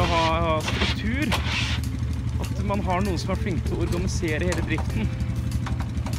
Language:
Norwegian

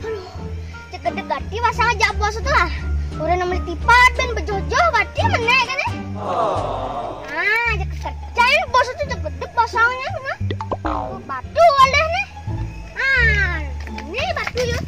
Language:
Balinese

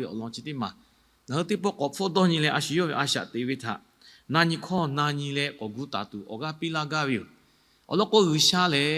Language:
Lahu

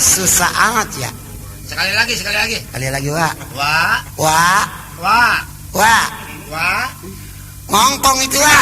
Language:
Betawi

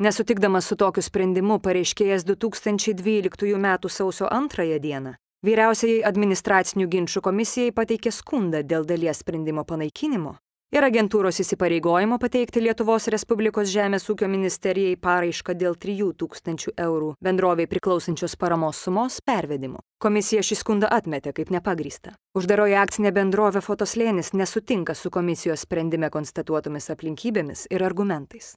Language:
Lithuanian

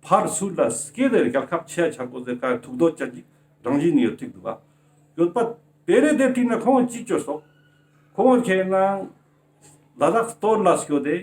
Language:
Ladakhi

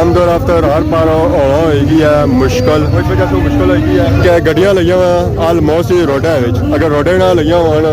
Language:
Pahari-Potwari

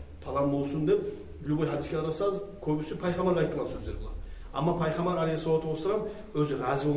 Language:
Kumyk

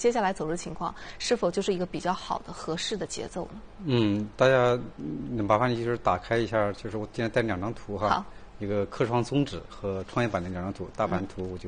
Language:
Chinese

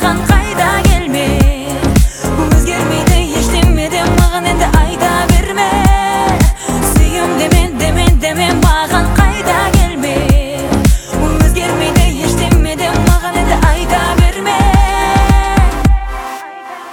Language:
Kazakh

